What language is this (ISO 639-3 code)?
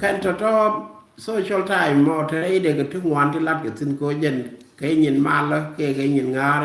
nus